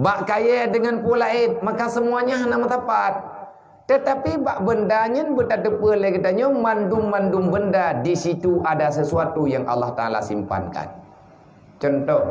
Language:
Achinese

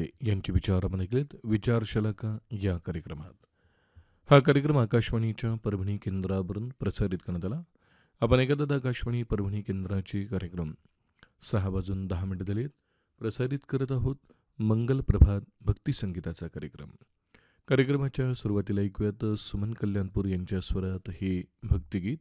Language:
Marathi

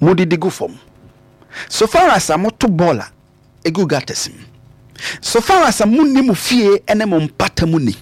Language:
Akan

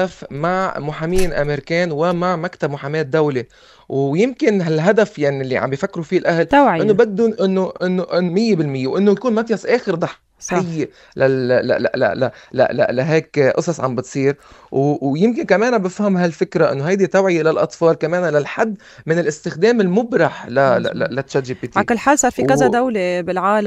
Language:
North Levantine Arabic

